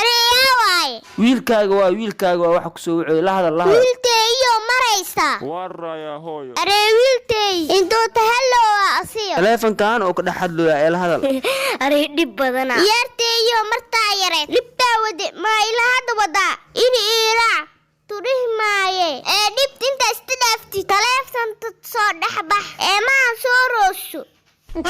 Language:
Somali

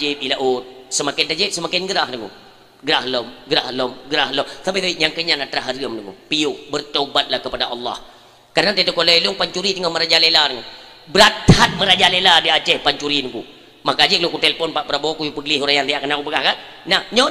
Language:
Achinese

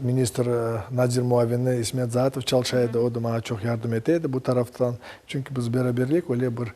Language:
Crimean Tatar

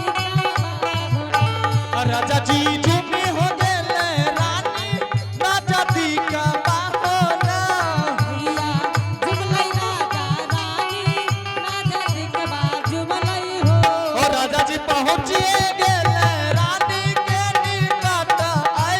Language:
Angika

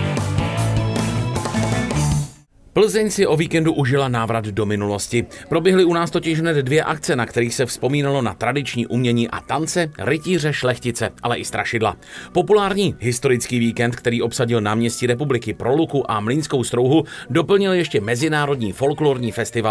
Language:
Czech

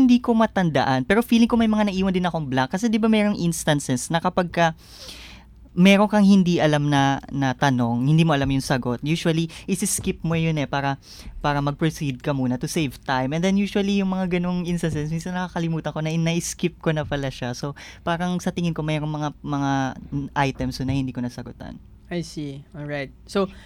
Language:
Filipino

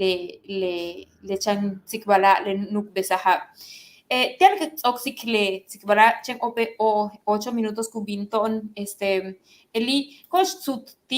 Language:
Yucateco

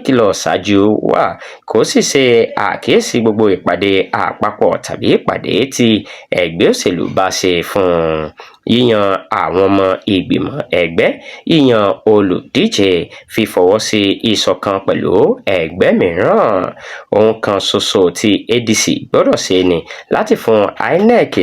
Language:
Yoruba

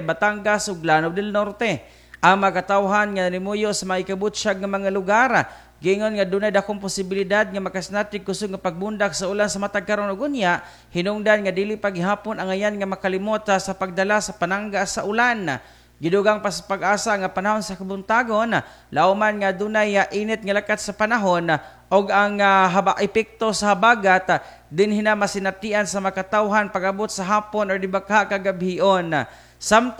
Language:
Cebuano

